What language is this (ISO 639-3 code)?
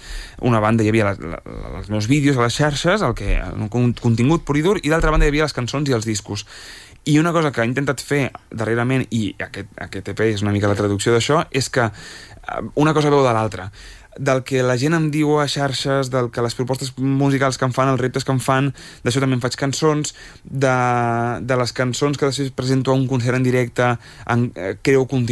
cat